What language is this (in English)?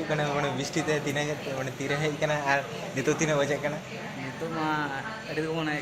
Santali